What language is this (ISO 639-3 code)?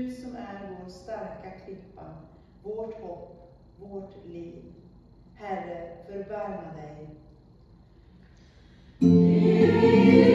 swe